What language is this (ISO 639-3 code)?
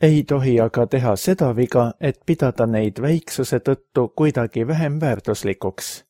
est